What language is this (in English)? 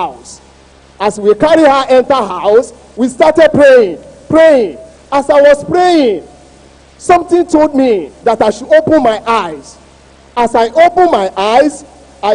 Ewe